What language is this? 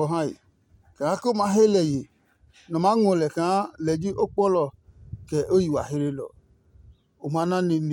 Adangme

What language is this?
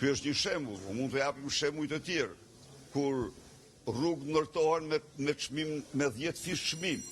Albanian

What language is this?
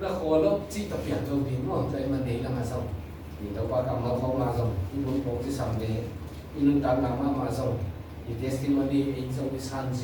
Tedim Chin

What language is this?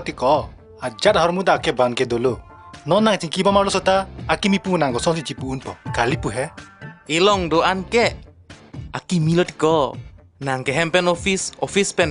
Karbi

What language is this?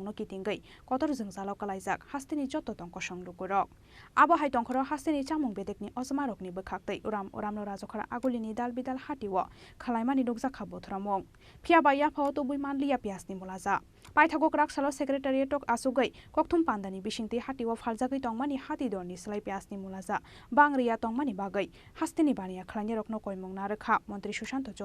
Kok Borok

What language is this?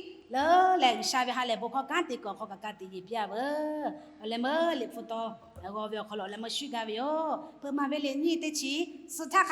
Lahu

